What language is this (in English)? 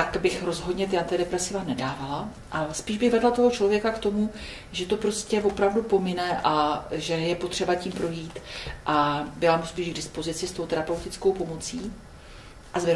Czech